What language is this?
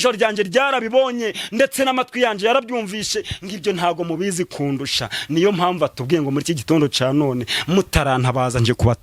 Kinyarwanda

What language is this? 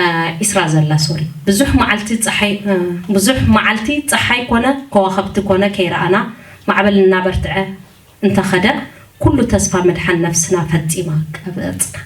Tigrinya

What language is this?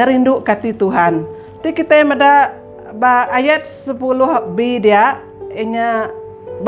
Iban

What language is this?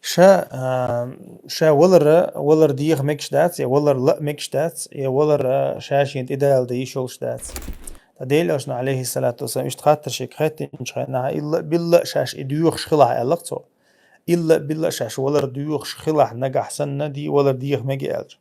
Chechen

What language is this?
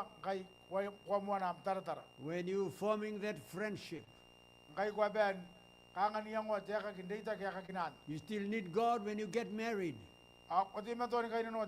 Gilbertese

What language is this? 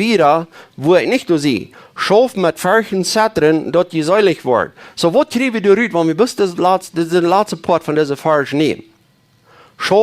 Plautdietsch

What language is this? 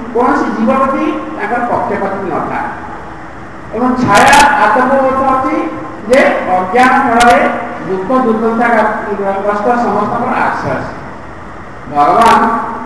Odia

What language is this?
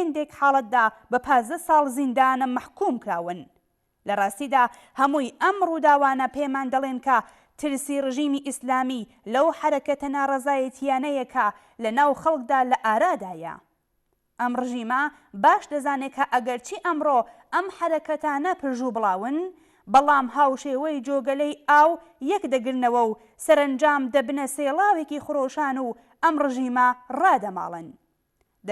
Central Kurdish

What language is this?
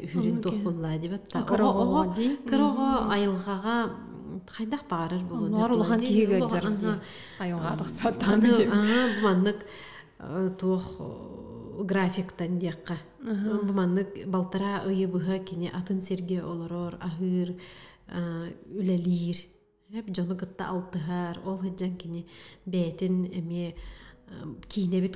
Yakut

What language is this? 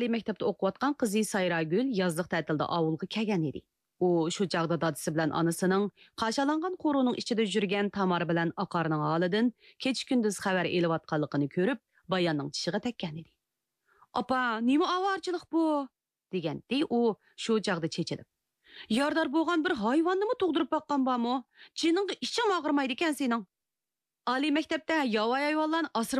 Uyghur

